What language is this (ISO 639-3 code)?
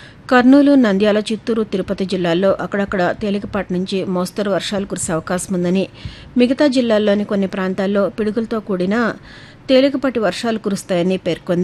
tel